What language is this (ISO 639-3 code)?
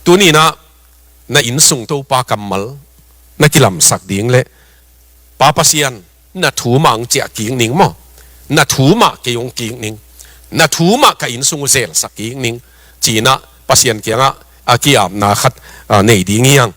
ctd